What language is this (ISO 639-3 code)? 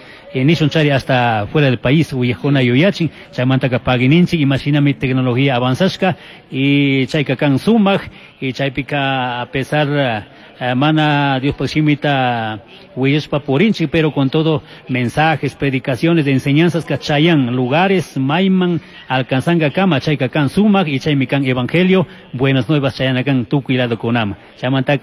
qug